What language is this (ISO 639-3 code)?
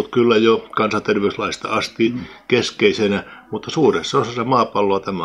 fin